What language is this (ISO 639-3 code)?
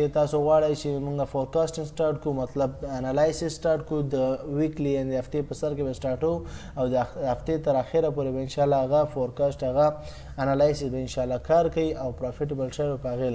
pus